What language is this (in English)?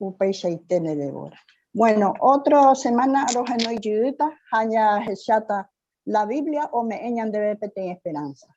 Guarani